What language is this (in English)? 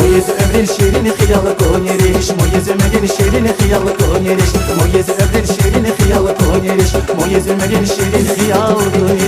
Tabassaran